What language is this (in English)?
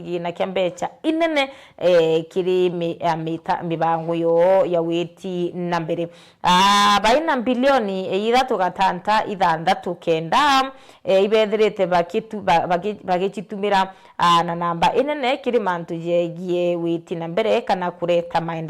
Meru